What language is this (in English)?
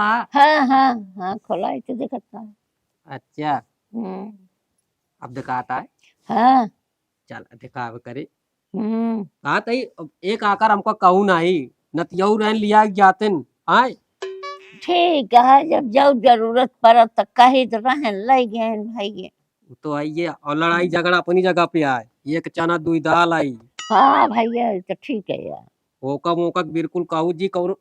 Awadhi